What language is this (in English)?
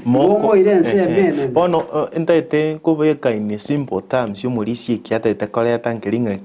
Gusii